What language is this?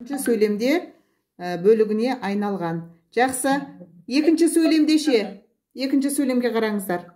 Kazakh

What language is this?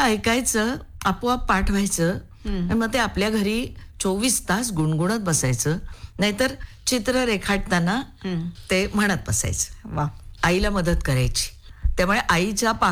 Marathi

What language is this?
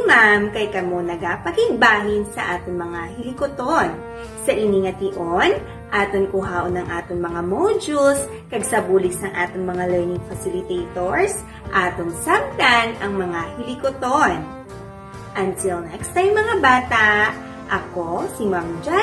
Hiligaynon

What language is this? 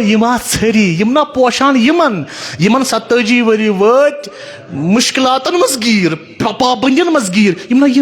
Kashmiri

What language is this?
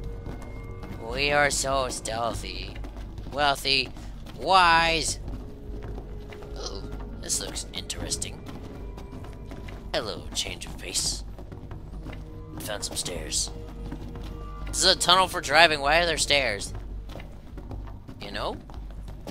English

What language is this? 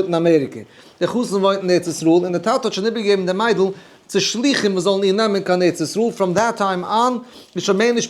Yiddish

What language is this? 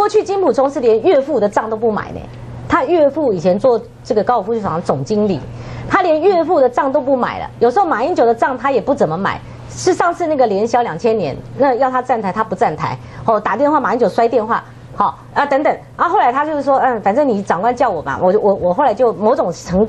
Chinese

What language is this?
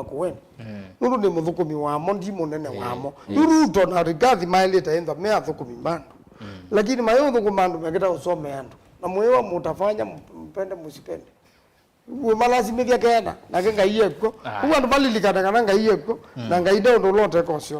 Kamba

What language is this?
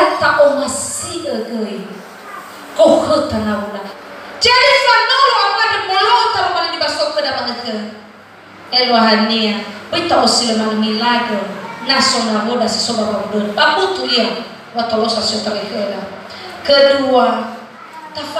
Nias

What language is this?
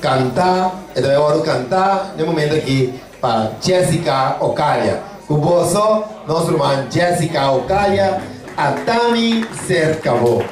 Papiamento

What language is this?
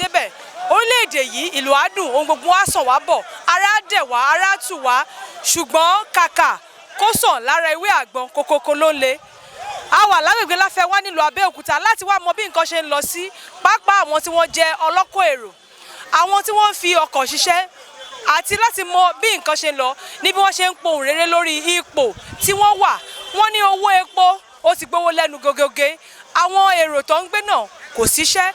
Yoruba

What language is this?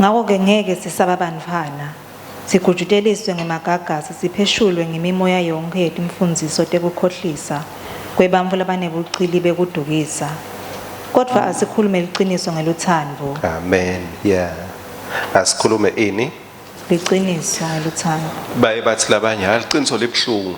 Swati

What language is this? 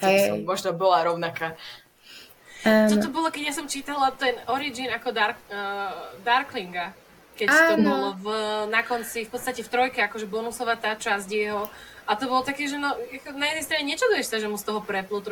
Slovak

